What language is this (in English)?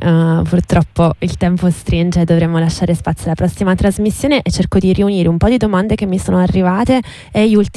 Italian